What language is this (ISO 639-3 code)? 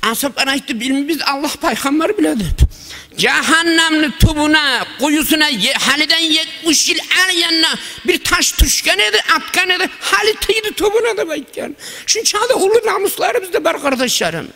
kum